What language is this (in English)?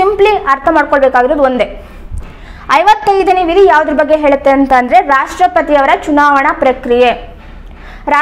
Kannada